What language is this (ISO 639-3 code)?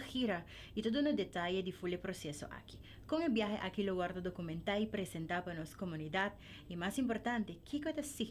pap